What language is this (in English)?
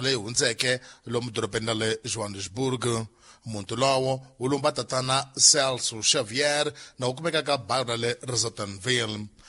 Tsonga